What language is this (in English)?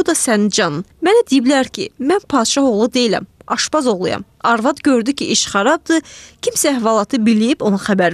Azerbaijani